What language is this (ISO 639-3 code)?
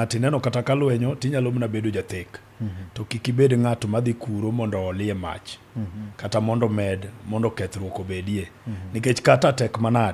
luo